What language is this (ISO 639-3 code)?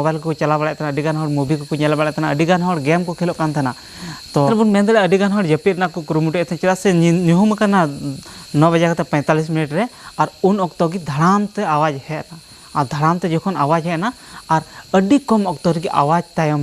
sat